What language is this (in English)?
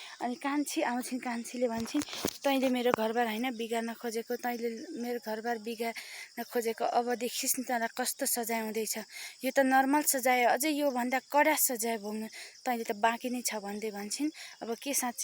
Nepali